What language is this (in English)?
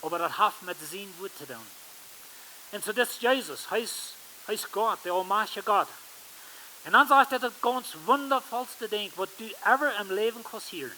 Plautdietsch